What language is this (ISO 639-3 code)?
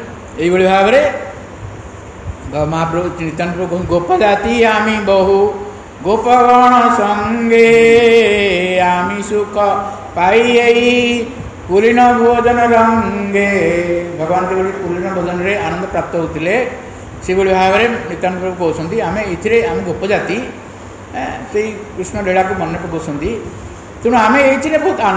ori